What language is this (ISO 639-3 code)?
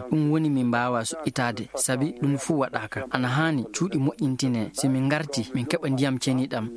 ffm